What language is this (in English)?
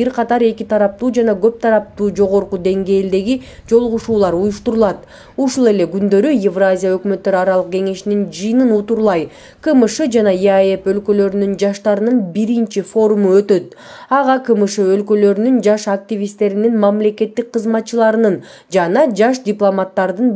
Kyrgyz